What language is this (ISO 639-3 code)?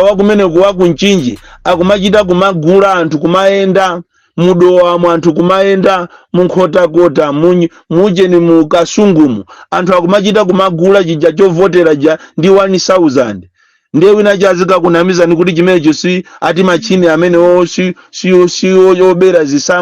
nya